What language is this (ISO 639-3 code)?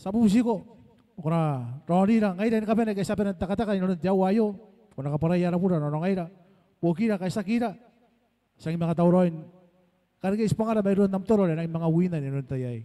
gil